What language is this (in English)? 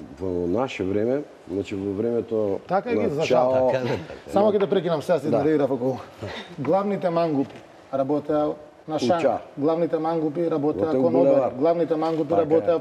Macedonian